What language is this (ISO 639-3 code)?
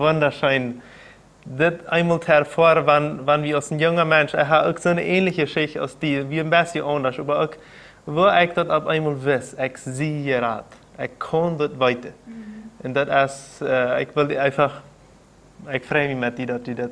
pdt